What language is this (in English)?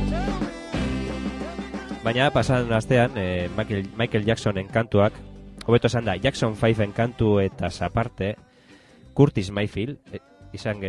Basque